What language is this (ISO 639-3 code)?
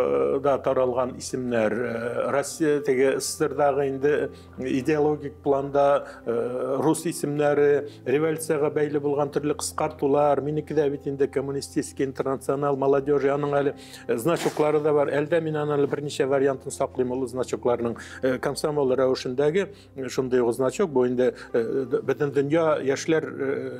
tat